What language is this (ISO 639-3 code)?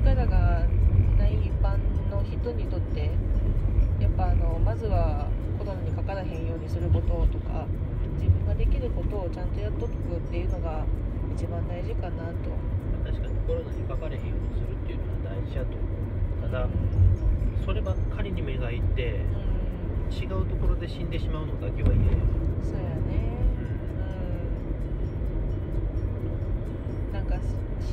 jpn